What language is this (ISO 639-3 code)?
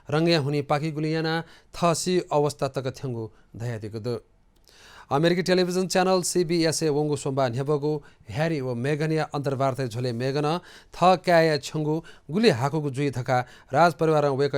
new